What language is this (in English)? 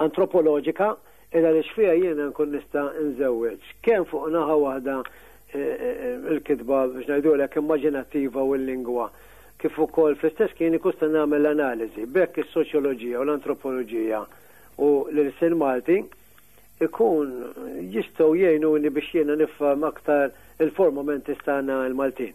Maltese